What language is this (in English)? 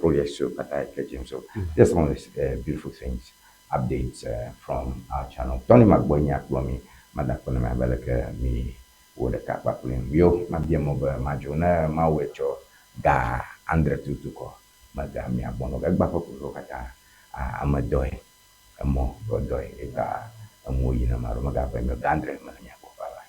Ewe